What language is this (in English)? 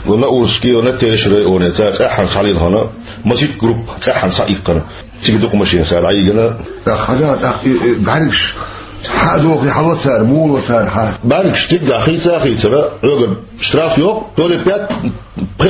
Chechen